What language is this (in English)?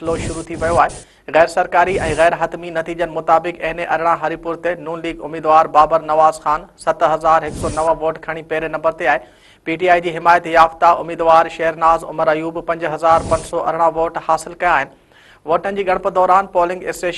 Sindhi